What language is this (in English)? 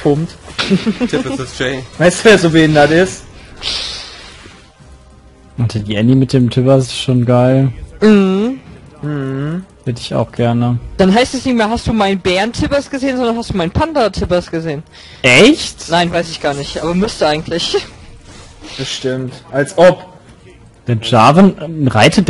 German